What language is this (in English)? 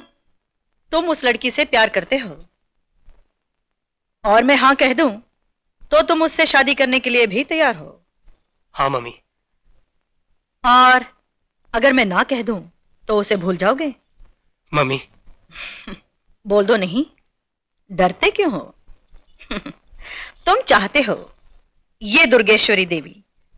Hindi